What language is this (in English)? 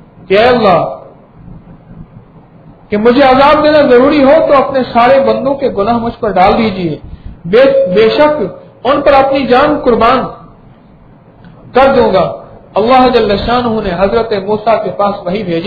Urdu